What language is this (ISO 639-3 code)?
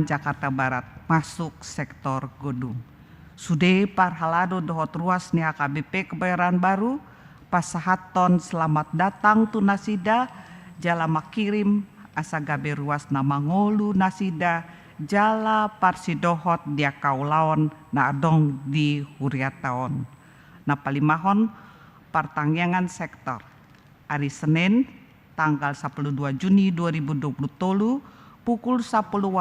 bbc